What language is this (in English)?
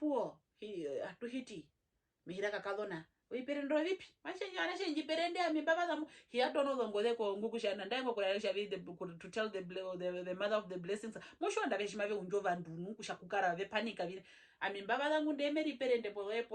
Herero